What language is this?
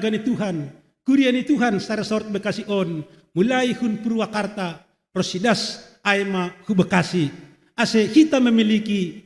Batak Simalungun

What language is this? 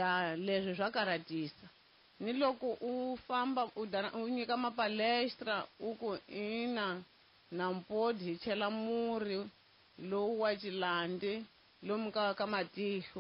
Tsonga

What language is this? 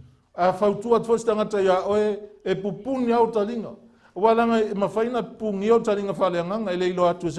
Samoan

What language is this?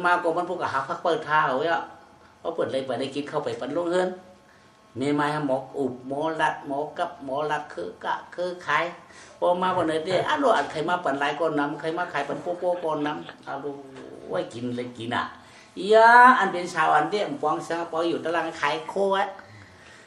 Shan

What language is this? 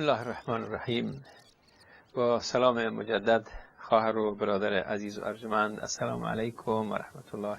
Persian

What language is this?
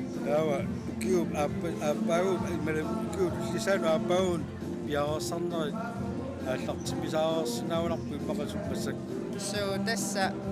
Kalaallisut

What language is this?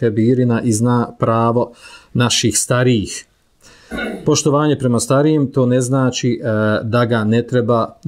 Bosnian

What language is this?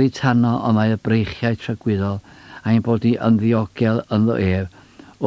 Welsh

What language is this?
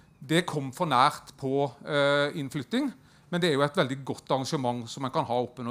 Norwegian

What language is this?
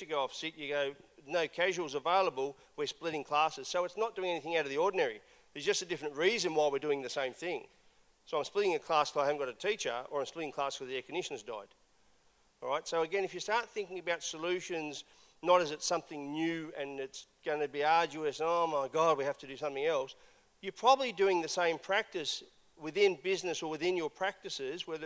English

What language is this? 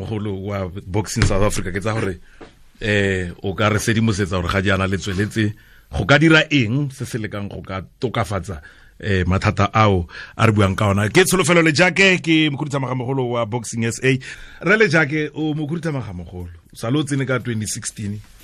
Tswana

